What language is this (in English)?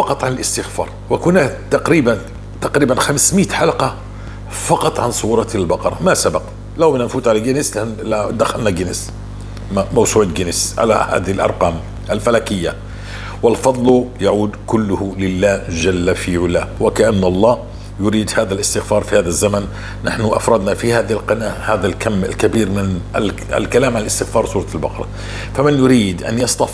North Levantine Arabic